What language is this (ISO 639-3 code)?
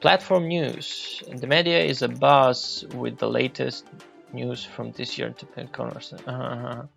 rue